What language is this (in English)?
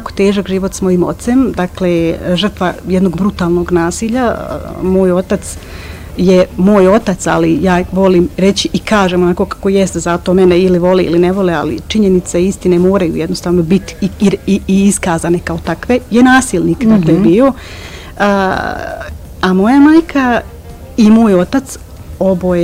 Bosnian